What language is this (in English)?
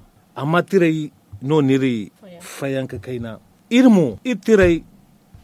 Zarma